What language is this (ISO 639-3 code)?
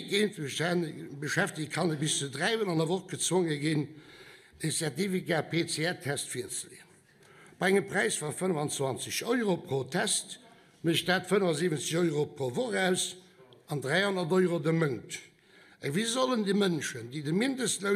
ltz